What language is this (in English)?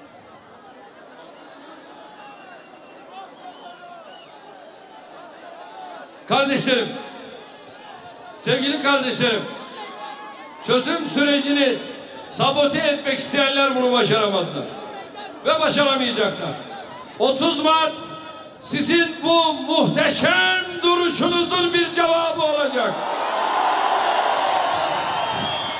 Turkish